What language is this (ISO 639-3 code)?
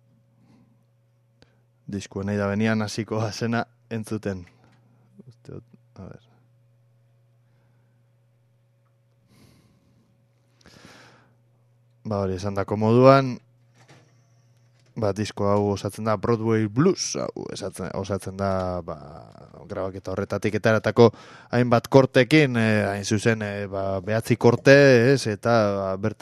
eus